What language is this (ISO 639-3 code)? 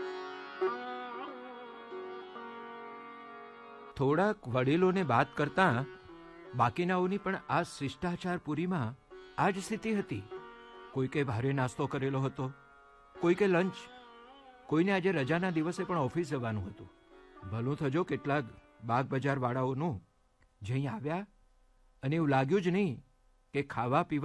guj